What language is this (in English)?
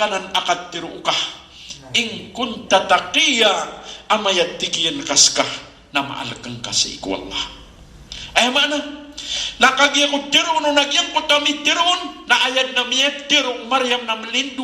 Maranao